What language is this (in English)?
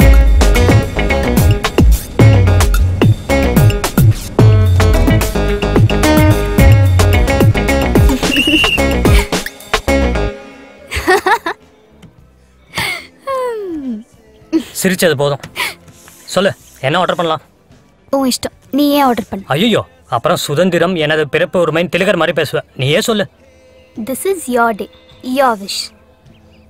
Tamil